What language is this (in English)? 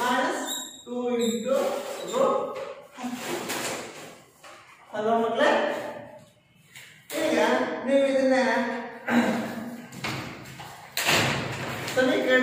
Kannada